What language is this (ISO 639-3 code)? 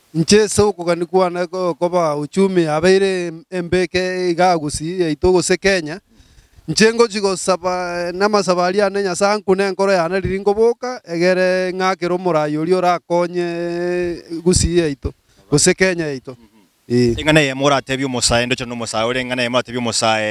guz